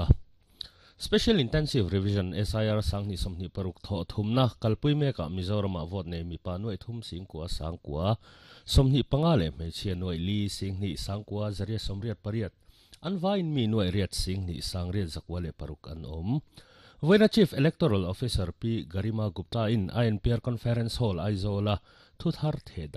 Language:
Mizo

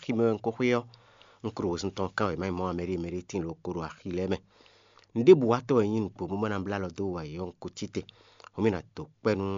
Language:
Fon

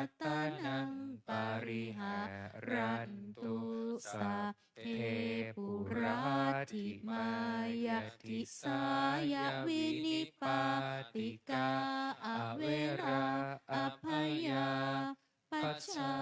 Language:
Pali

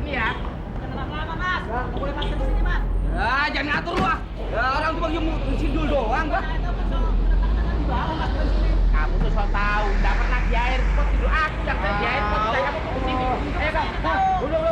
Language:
Betawi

